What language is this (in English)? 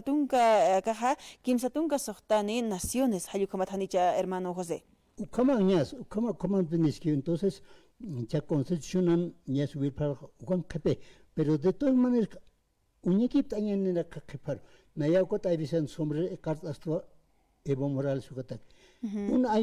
Aymara